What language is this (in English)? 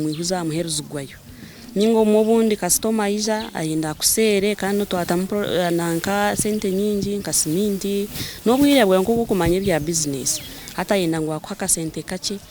Nyankole